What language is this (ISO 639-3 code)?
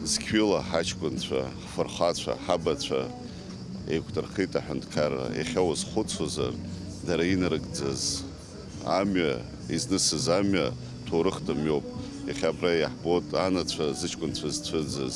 abk